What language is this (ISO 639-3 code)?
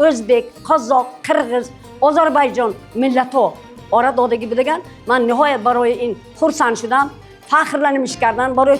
tgk